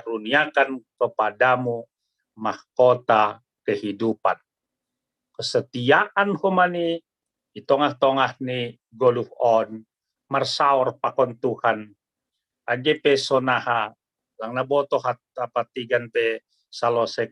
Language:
Batak Simalungun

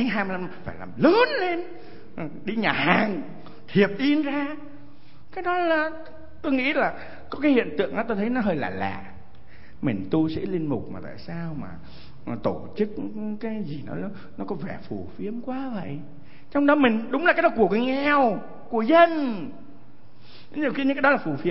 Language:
Vietnamese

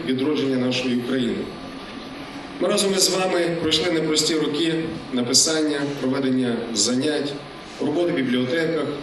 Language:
Ukrainian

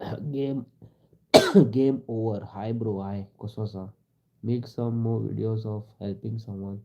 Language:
Konkani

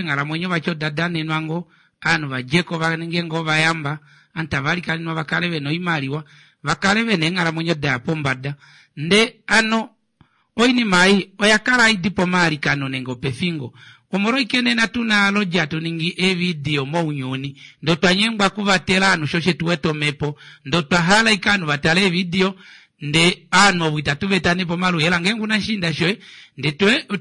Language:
Kuanyama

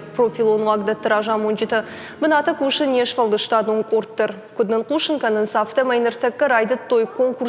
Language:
Ossetic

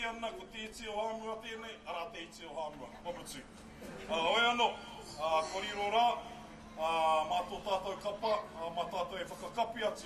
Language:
Māori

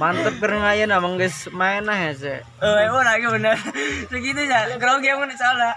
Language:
Sundanese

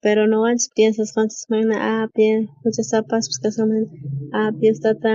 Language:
South Bolivian Quechua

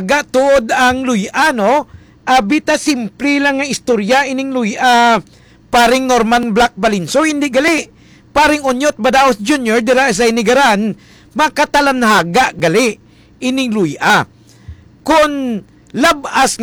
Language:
Hiligaynon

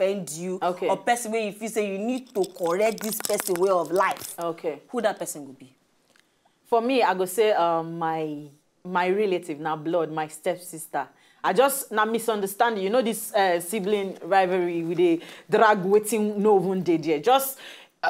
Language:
Nigerian Pidgin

